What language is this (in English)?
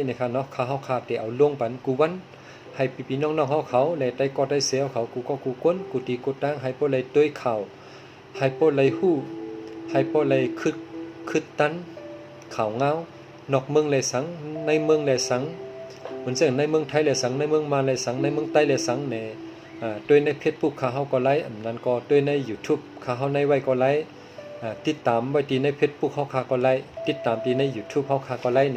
Shan